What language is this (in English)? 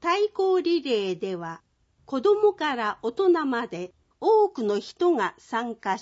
Japanese